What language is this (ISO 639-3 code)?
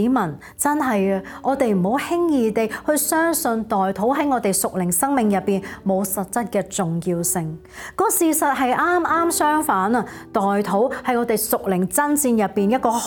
yue